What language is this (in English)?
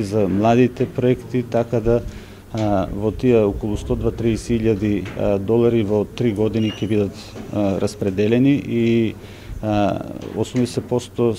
Macedonian